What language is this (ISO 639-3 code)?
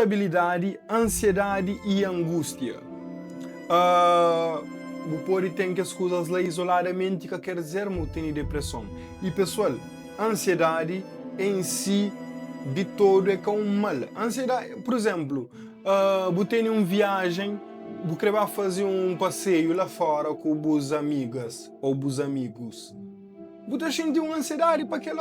kea